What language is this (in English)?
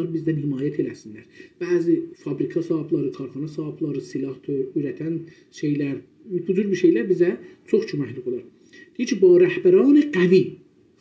South Azerbaijani